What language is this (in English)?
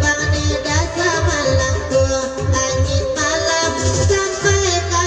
Minangkabau